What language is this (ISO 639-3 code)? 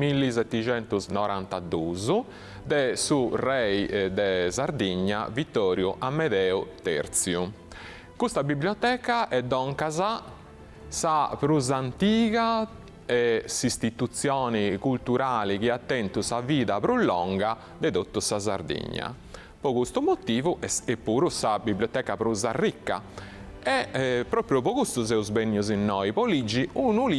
srd